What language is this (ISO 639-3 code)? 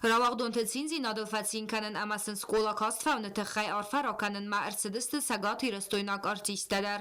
oss